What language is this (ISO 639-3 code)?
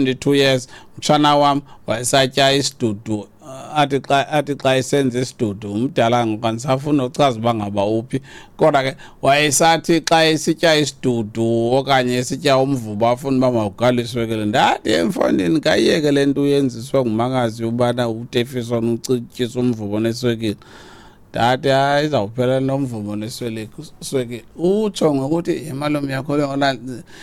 xho